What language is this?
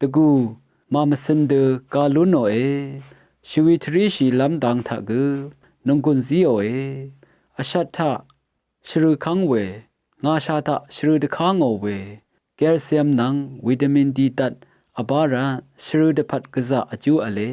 Rawang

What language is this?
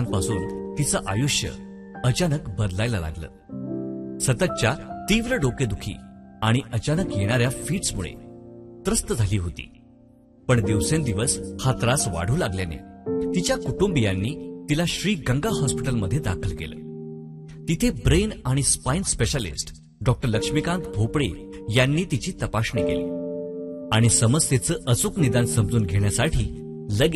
Marathi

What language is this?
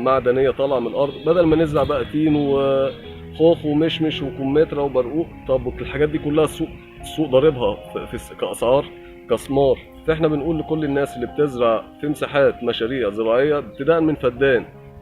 Egyptian Arabic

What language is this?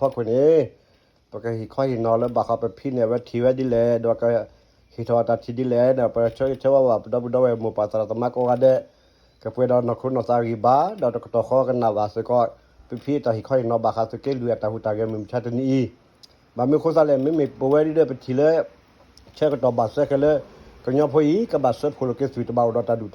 S'gaw Karen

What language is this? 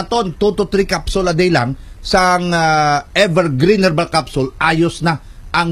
Hiligaynon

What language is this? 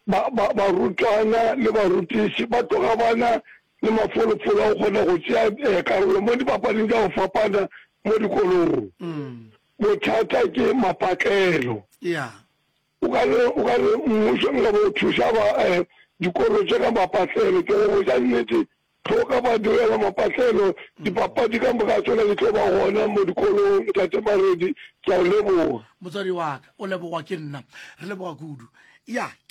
Northern Sotho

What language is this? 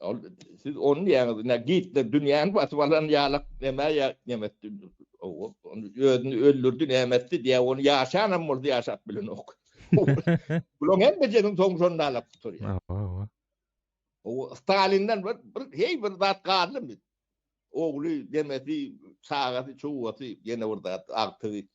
Turkmen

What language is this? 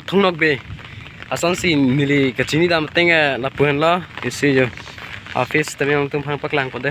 Karbi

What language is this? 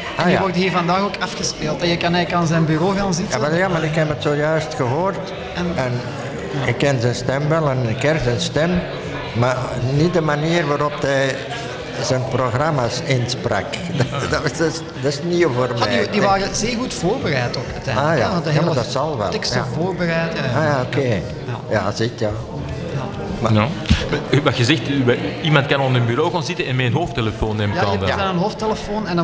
Dutch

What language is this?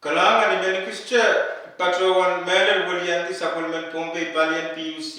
Pohnpeian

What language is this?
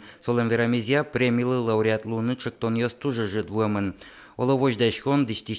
Udmurt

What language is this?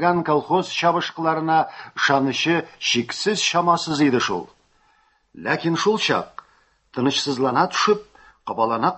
Tatar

